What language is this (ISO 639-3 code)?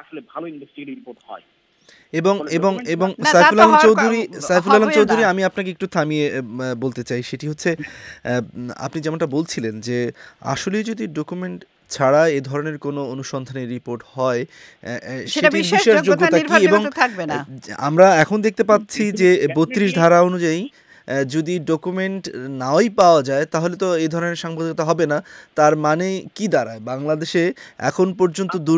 ben